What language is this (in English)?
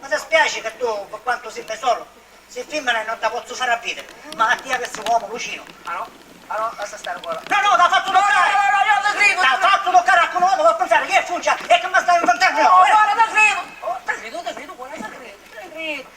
Sicilian